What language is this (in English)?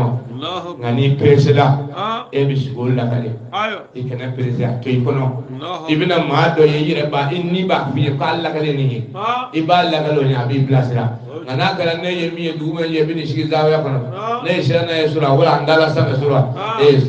Bambara